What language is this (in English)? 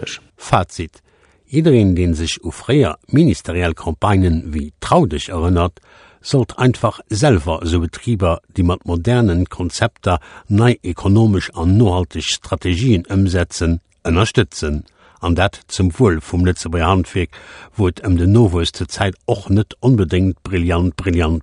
Luxembourgish